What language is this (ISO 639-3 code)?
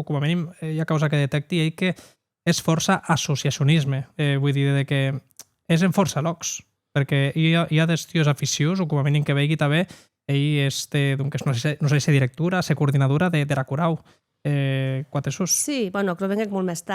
oci